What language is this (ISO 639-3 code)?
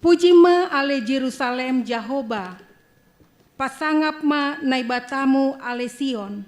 bts